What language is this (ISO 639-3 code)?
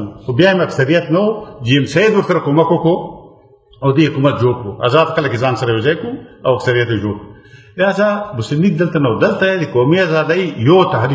pus